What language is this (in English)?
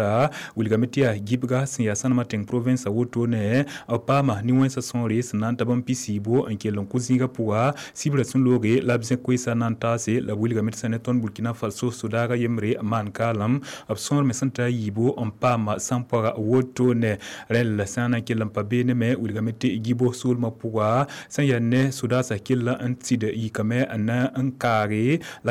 Mossi